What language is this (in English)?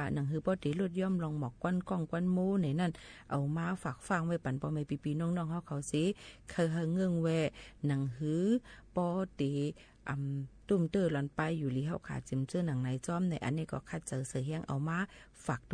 Shan